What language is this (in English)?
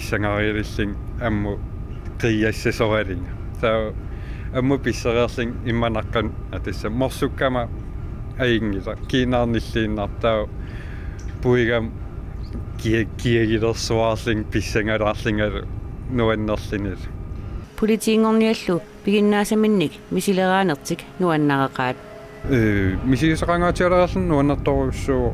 Kalaallisut